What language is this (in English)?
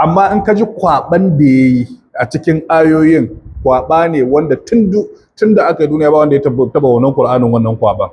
Hausa